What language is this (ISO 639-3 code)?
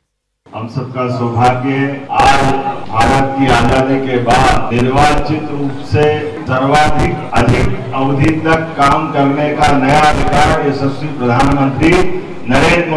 hin